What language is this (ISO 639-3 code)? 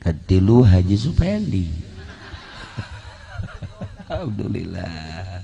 sun